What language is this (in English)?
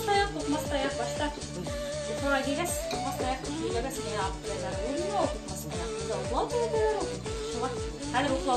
Bashkir